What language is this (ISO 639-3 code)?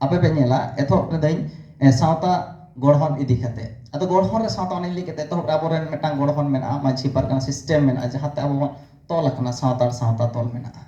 sat